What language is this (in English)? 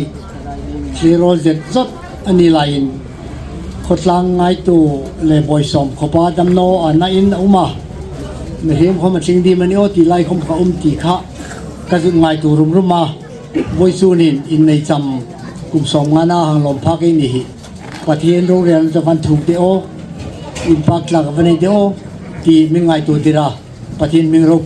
Hmar